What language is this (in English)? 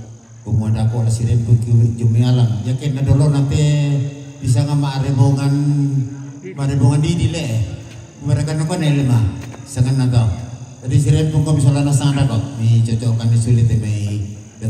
Toraja-Sa'dan